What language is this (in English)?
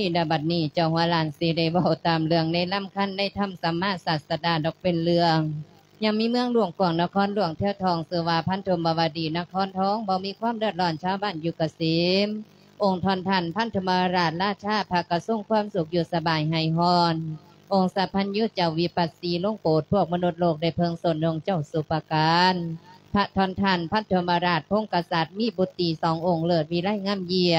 Lao